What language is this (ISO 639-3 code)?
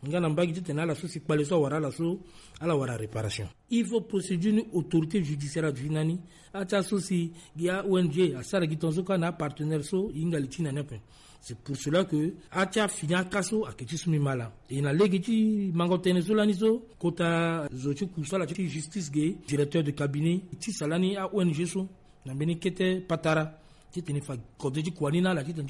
sag